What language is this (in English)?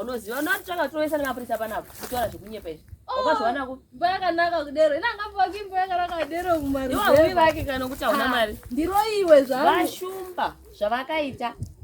Shona